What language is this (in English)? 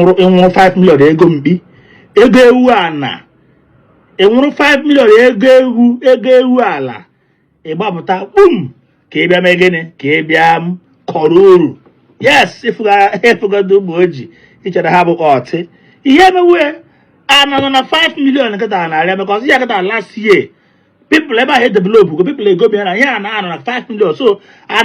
Igbo